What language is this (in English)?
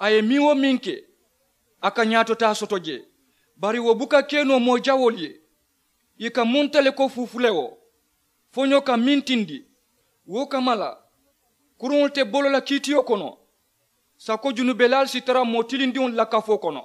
Mandingo